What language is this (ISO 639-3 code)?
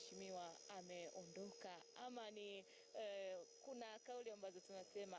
swa